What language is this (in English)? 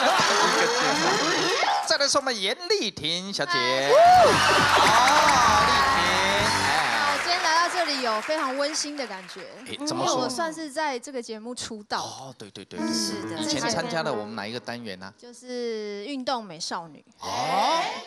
Chinese